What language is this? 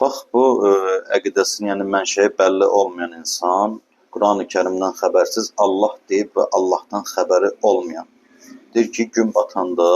Azerbaijani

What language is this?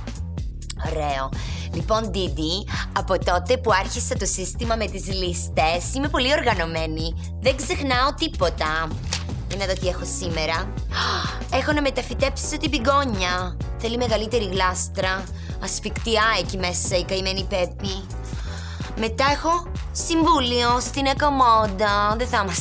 Greek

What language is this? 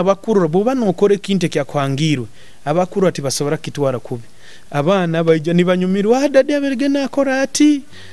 Nyoro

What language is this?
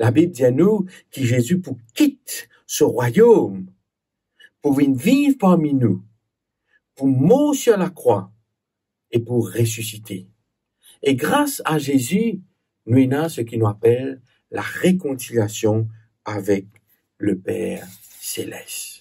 Morisyen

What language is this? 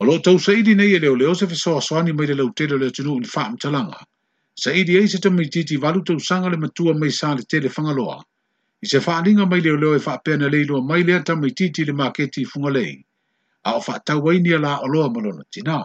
Samoan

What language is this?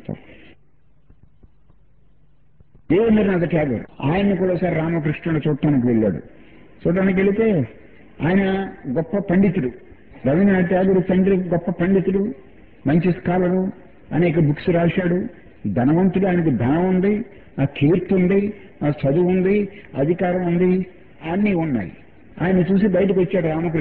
Telugu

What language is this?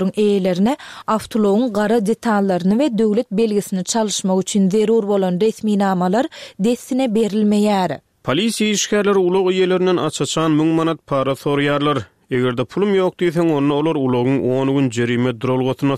Turkmen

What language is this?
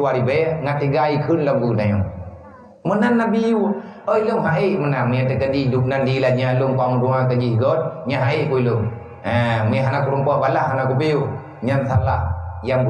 Achinese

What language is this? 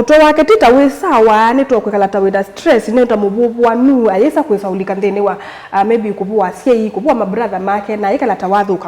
Kamba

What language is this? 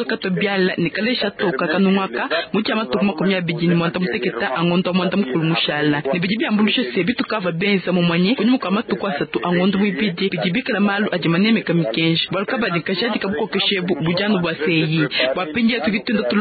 Luba-Lulua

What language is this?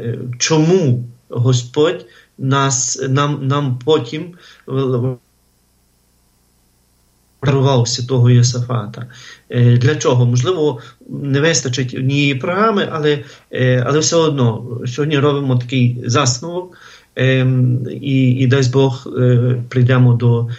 Ukrainian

